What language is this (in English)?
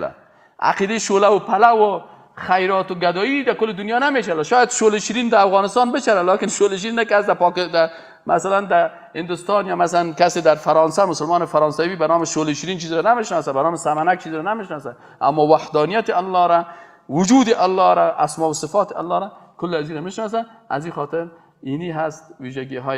Persian